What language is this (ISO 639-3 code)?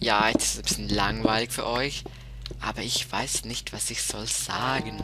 gsw